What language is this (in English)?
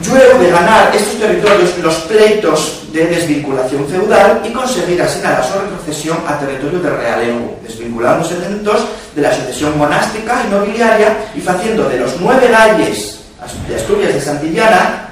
Asturian